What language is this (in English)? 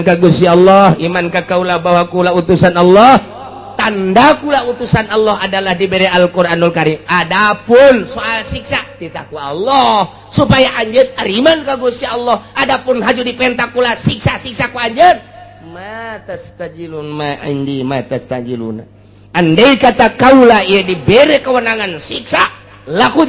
Sundanese